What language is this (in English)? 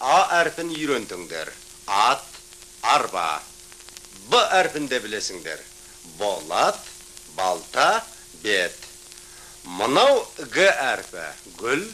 Kazakh